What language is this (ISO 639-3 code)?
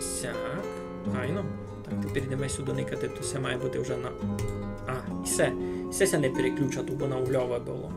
rue